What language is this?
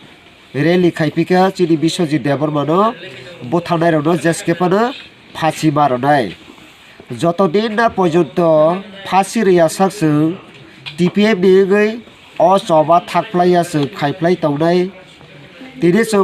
Kok Borok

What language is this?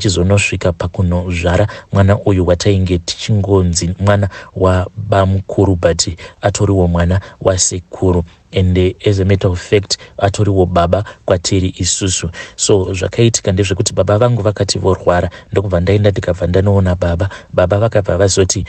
Shona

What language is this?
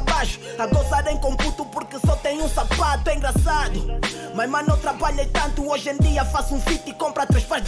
Portuguese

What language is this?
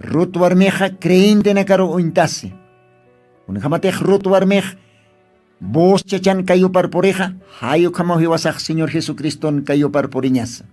Aymara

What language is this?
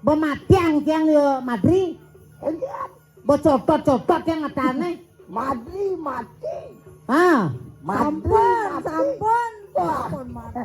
Balinese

